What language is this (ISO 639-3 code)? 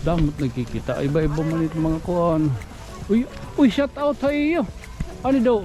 war